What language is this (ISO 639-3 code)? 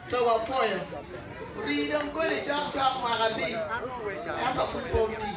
ach